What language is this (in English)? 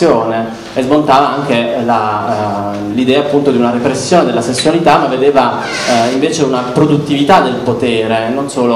Italian